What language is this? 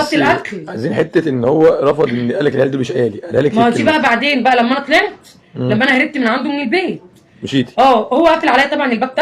Egyptian Arabic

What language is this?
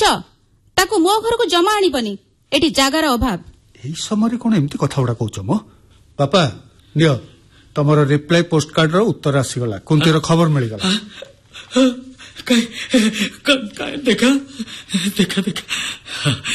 Odia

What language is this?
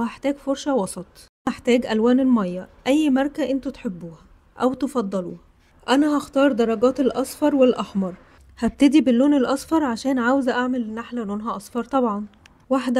Egyptian Arabic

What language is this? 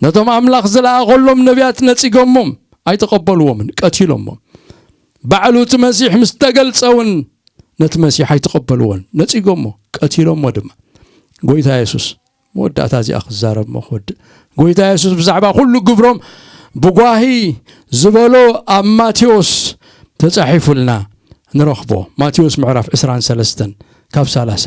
Tigrinya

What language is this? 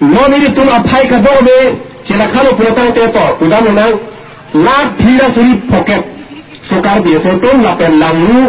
Karbi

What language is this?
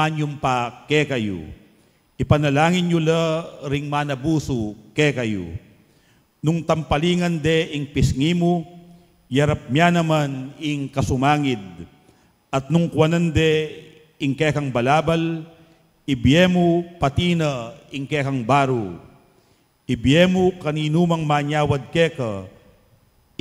Pampanga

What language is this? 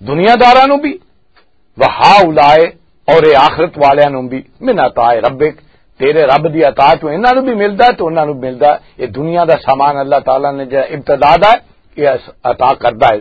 Western Panjabi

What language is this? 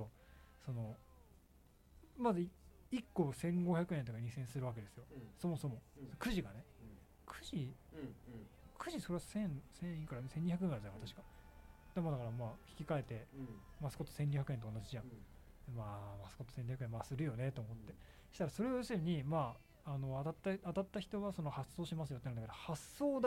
Japanese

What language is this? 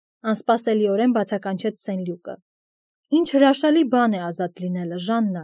Armenian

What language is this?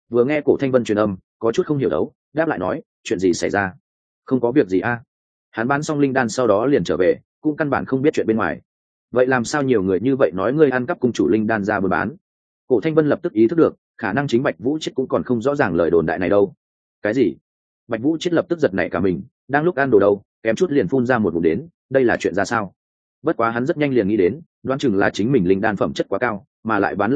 Vietnamese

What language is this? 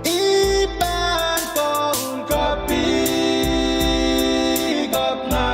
Pohnpeian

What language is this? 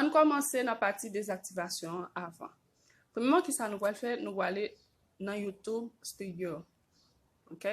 Haitian Creole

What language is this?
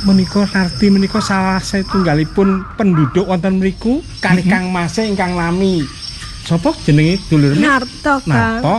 Javanese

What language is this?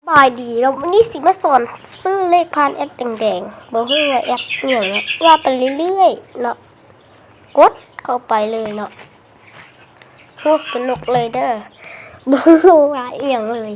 Lao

